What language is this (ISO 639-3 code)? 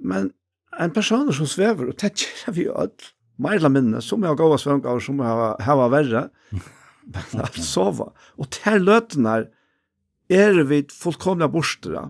fao